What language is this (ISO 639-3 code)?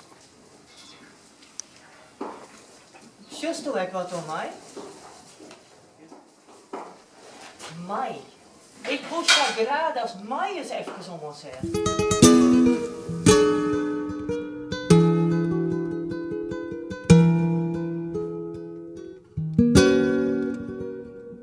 nld